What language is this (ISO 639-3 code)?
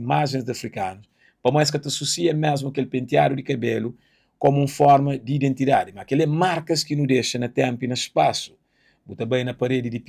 kea